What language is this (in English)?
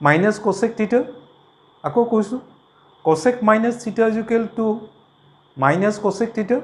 Assamese